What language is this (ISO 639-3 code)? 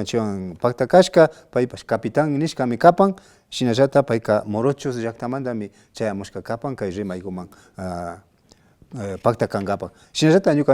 qvi